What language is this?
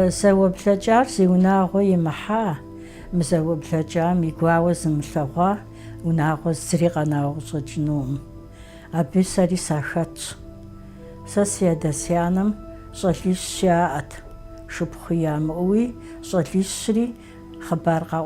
Kabardian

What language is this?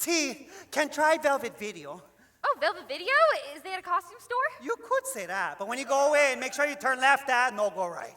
Hawaiian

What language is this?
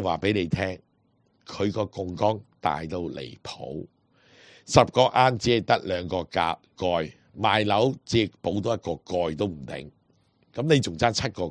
Cantonese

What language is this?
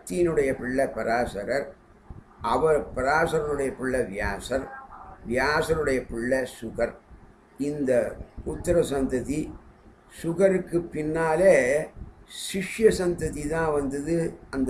Tamil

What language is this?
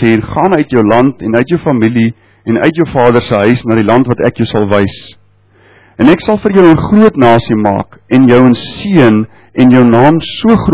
Afrikaans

